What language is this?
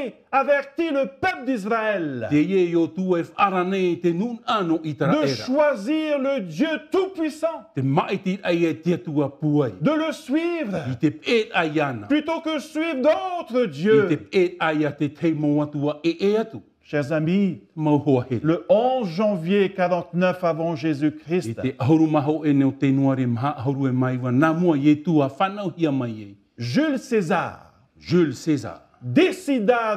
Tahitian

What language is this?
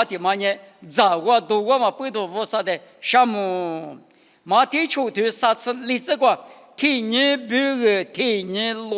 Lisu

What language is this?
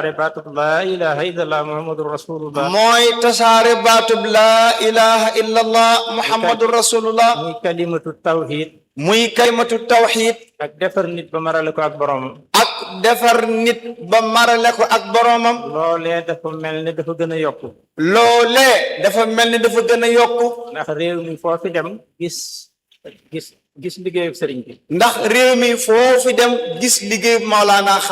Wolof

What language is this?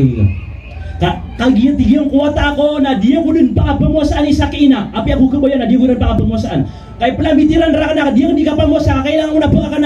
Maranao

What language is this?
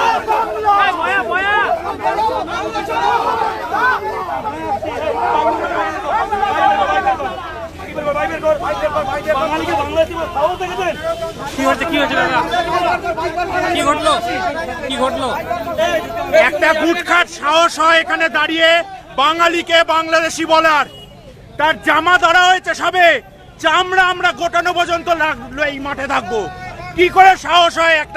Bangla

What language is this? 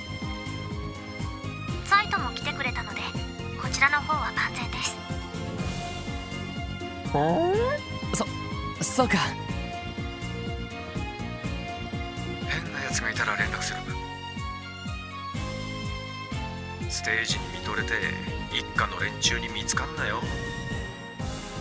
Japanese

